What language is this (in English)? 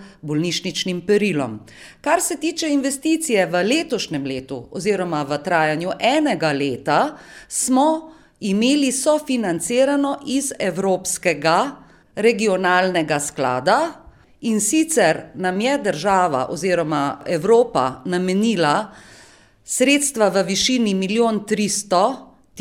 Slovenian